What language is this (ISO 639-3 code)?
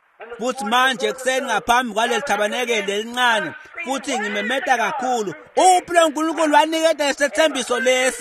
ssw